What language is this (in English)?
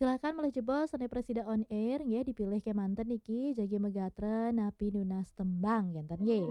Balinese